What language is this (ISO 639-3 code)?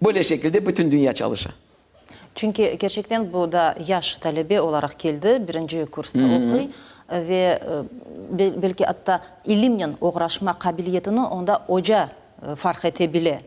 crh